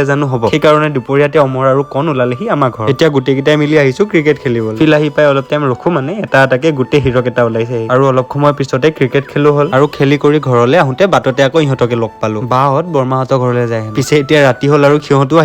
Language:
Assamese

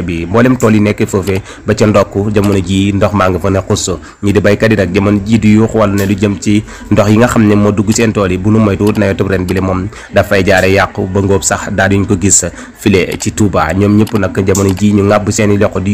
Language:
Wolof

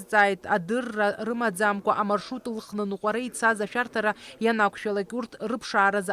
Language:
Abkhazian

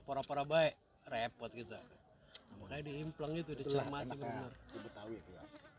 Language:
Betawi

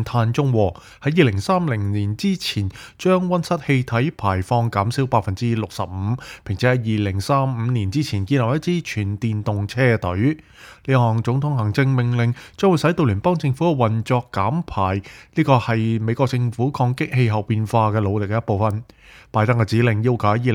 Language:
Cantonese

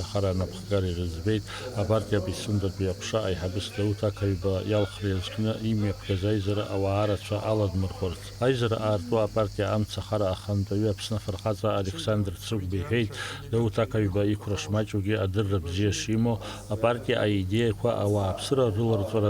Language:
Abkhazian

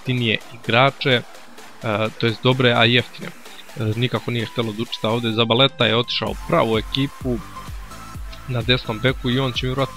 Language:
Croatian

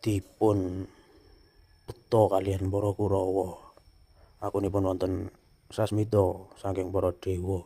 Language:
Javanese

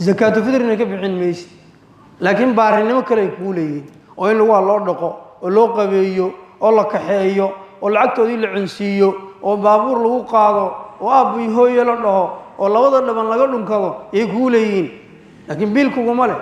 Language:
Somali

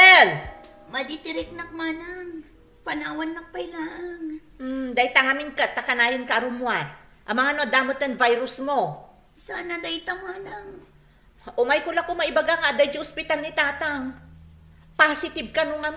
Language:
Iloko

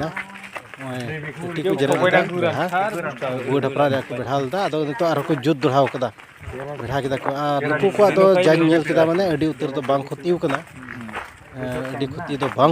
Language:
Santali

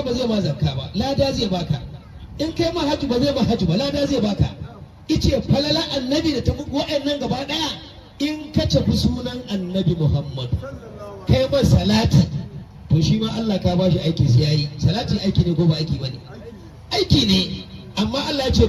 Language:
Hausa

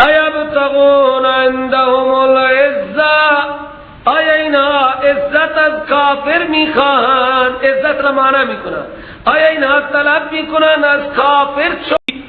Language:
Persian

